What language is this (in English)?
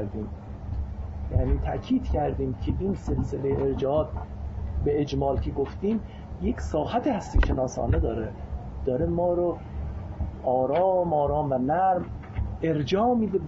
Persian